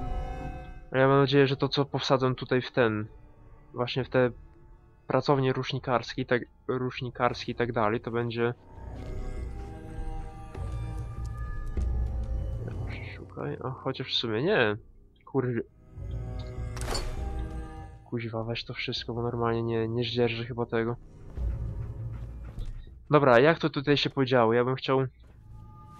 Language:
Polish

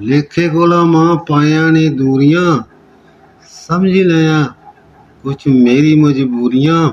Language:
Dogri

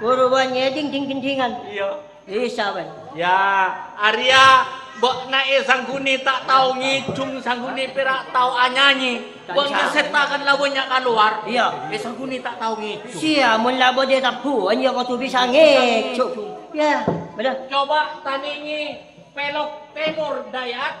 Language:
Madurese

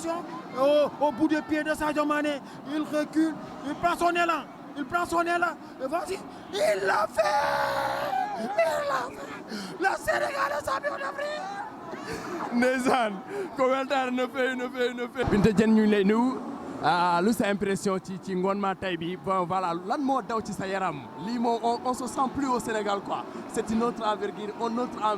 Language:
Fula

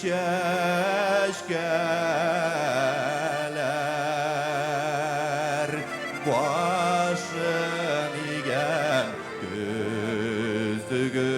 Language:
Bashkir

